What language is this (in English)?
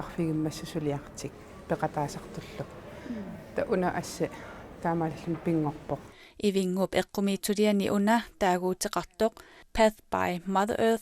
Kalaallisut